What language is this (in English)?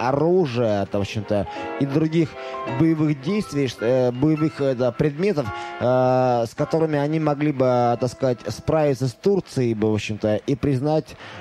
Russian